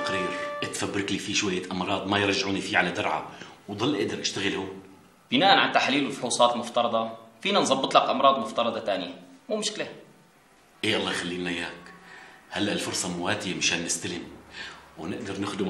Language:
North Levantine Arabic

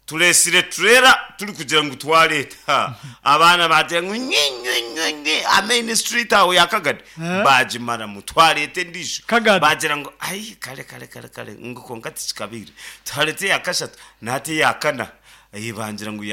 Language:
Nyankole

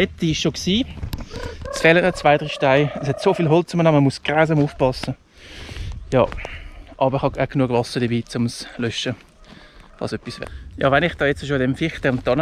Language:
Swiss German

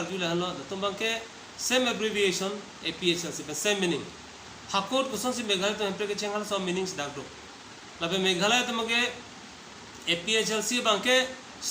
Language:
Karbi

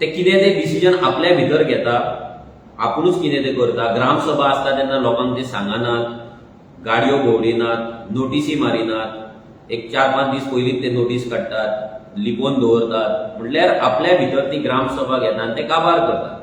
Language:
Konkani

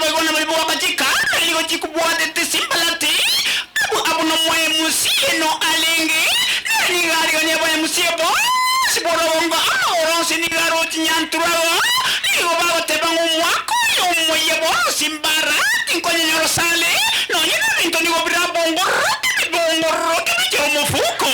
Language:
Gusii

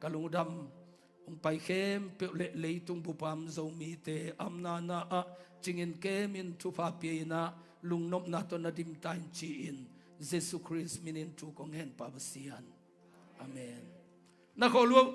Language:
Tedim Chin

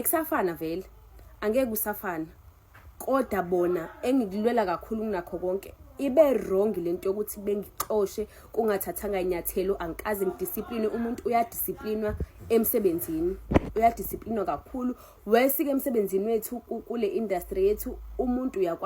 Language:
Zulu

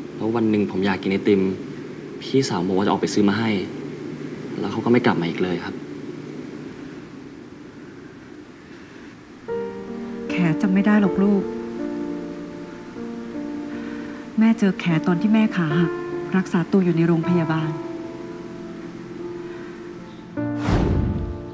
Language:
Thai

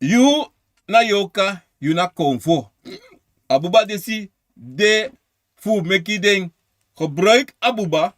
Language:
Sranan Tongo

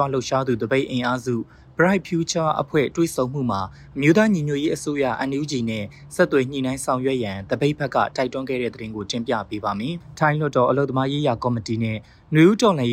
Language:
Burmese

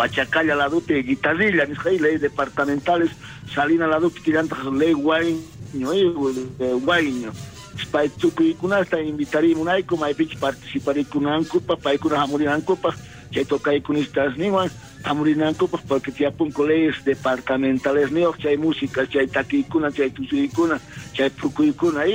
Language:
South Bolivian Quechua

